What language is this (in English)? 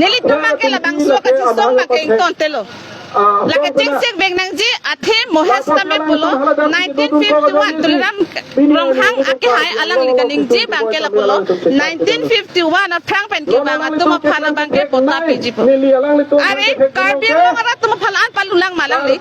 Karbi